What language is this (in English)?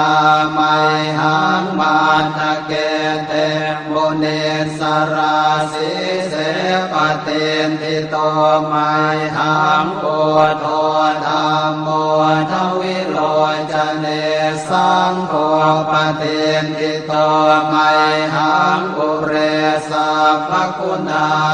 Pali